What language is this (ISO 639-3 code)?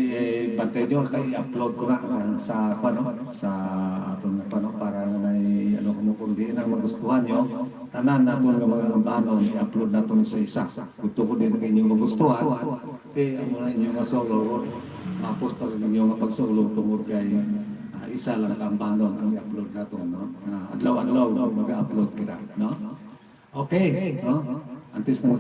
hil